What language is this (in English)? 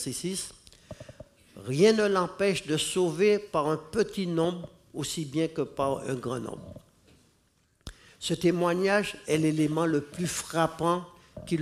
French